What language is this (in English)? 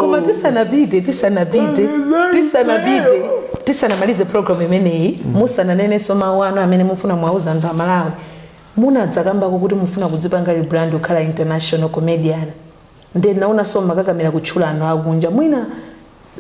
Nyanja